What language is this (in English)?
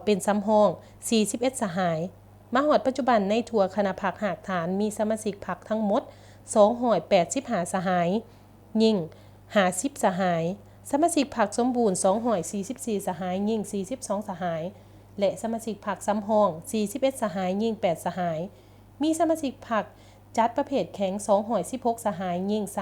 Lao